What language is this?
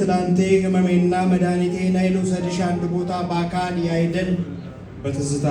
Amharic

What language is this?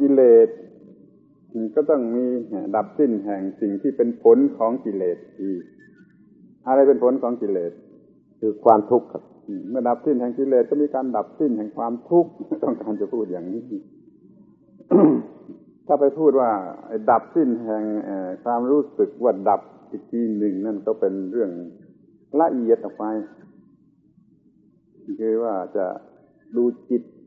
Thai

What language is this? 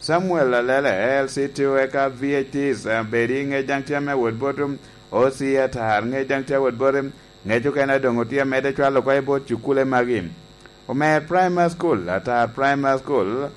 Lango (Uganda)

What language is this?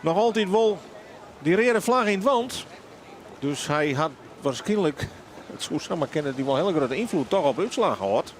Western Frisian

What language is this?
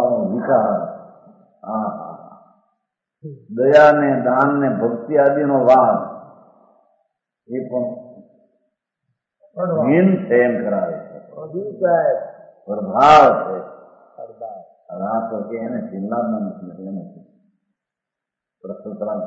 Gujarati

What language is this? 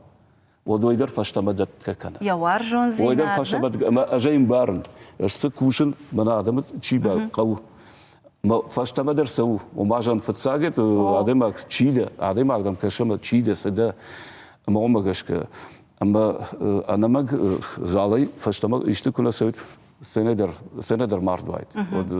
Ossetic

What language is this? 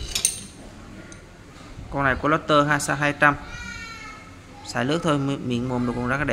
Vietnamese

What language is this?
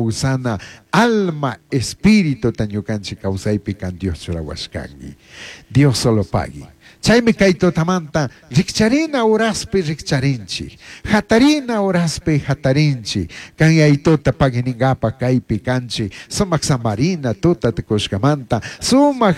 Chimborazo Highland Quichua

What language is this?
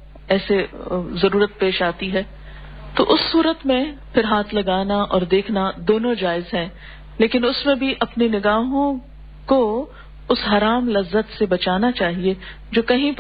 Urdu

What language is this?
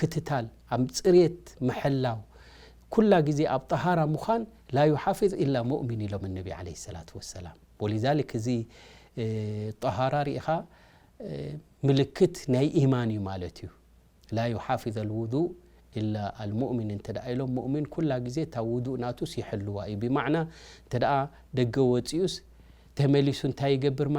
Tigrinya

